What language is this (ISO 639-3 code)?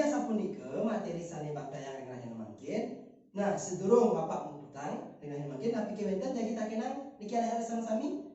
ban